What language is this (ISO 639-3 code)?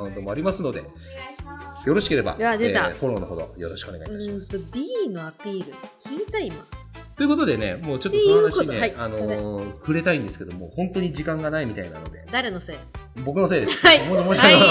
jpn